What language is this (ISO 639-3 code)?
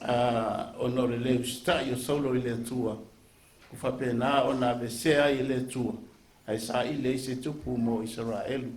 smo